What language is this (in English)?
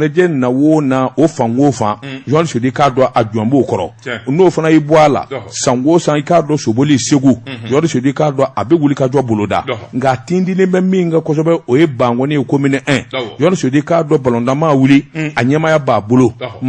Bambara